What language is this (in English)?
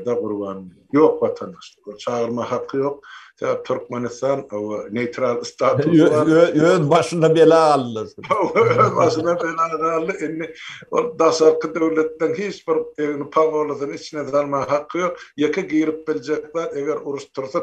Turkmen